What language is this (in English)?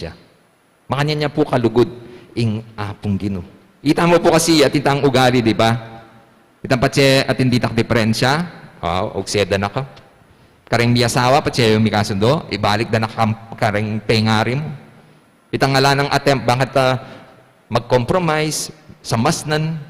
Pampanga